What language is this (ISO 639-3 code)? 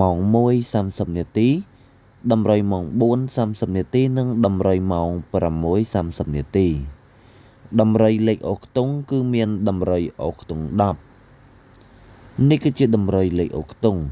khm